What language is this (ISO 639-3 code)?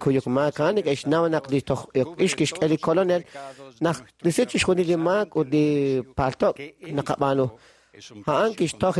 kek